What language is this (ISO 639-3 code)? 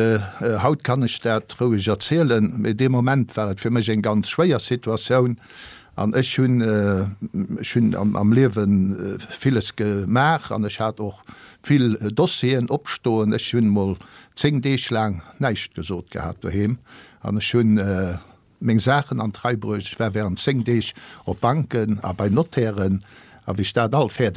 ltz